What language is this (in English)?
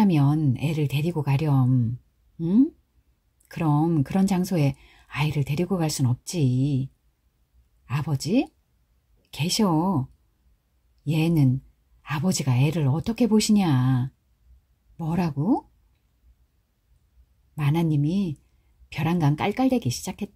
Korean